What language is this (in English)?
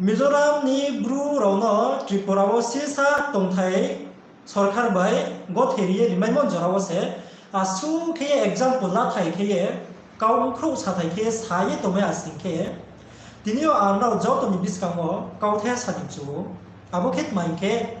Riang (India)